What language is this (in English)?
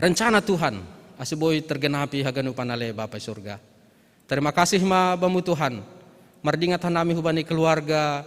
Batak Simalungun